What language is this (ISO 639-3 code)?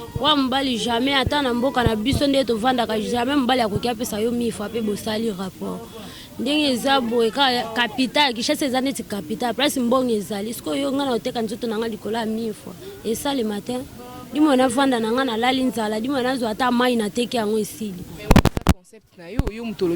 lin